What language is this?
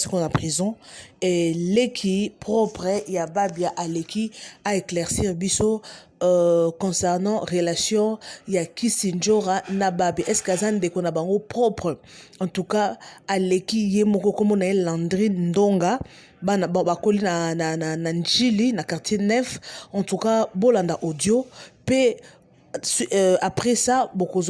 Lingala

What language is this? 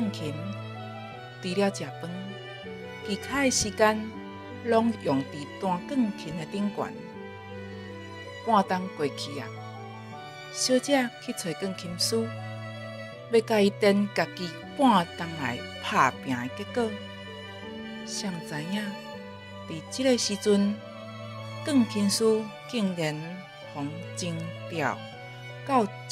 Min Nan Chinese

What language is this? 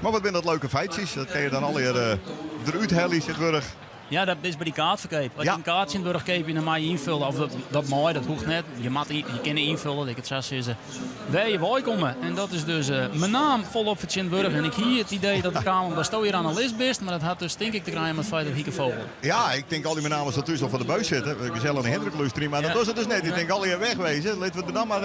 Western Frisian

